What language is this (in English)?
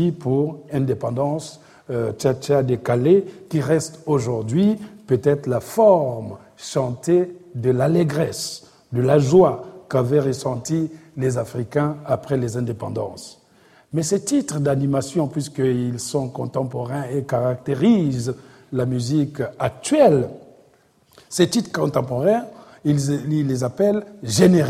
French